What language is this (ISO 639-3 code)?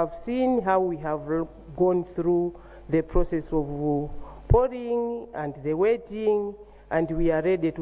nya